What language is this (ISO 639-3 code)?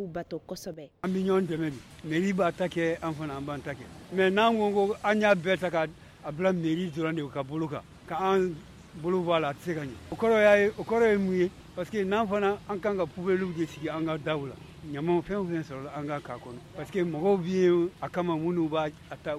bam